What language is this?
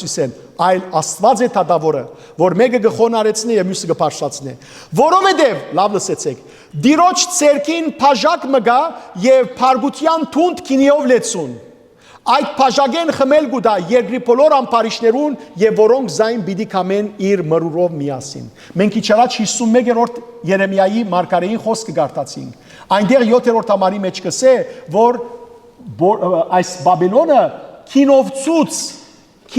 Western Armenian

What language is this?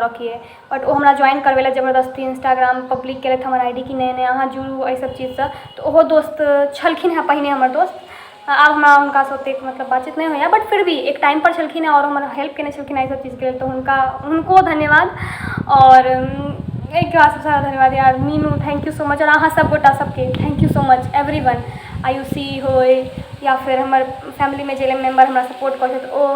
Maithili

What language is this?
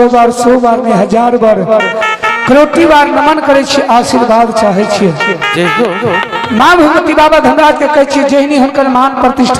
Maithili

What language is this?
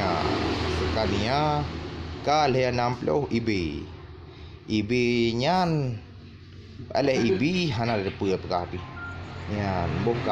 Achinese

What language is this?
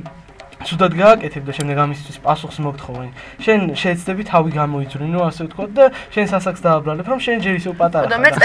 Georgian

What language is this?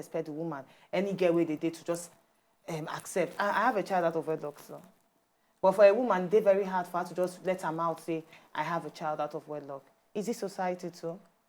Nigerian Pidgin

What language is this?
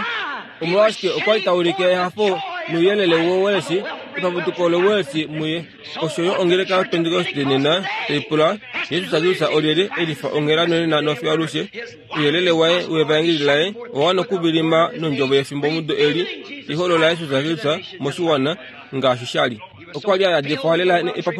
Kuanyama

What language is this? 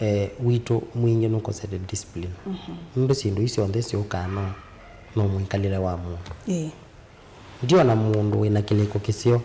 Kamba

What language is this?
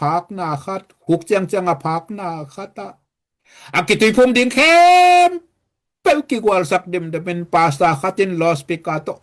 Tedim Chin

